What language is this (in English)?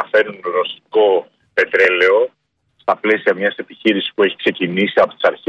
Greek